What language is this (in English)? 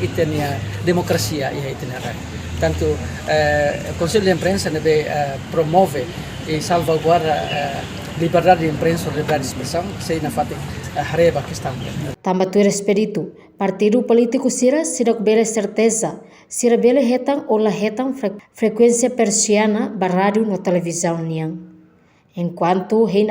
Tetum